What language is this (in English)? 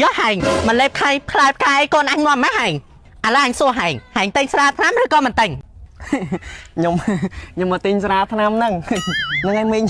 Khmer